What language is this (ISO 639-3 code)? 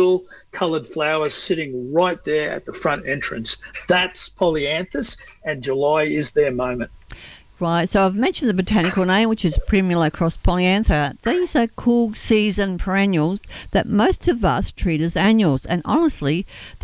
eng